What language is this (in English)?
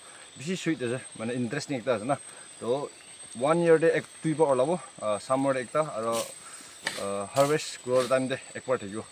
Naga Pidgin